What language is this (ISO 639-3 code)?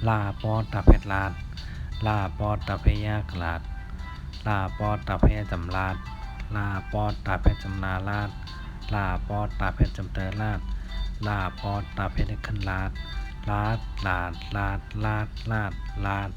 shn